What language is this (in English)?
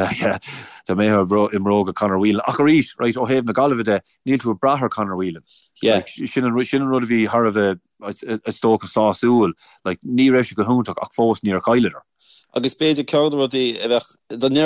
Irish